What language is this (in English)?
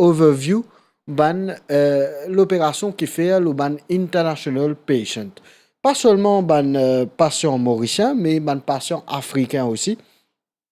Morisyen